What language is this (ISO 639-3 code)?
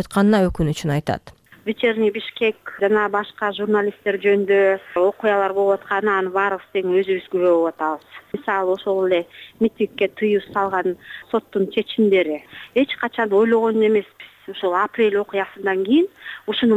kir